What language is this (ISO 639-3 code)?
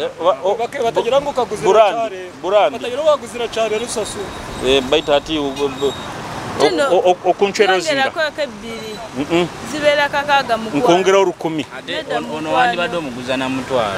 nyo